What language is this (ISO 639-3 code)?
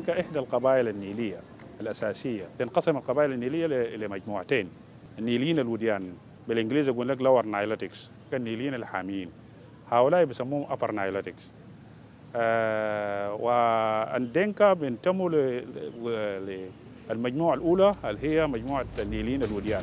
din